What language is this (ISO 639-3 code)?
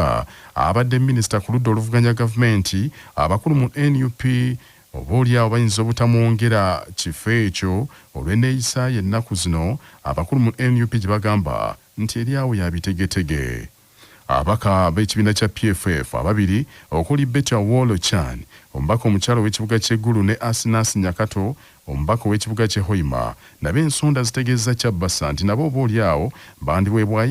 lug